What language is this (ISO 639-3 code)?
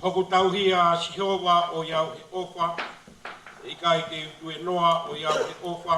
ton